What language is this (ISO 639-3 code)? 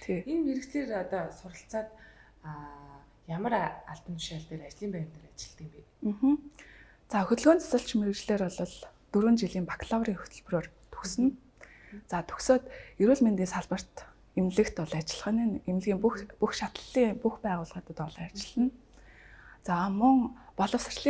mon